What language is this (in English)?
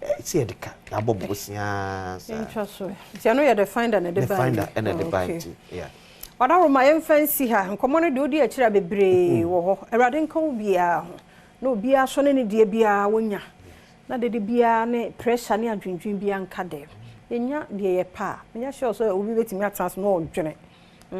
Akan